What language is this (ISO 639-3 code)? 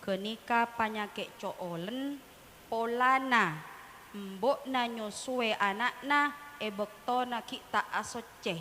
mad